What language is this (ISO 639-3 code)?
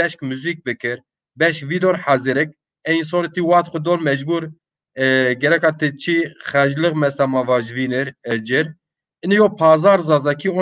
zza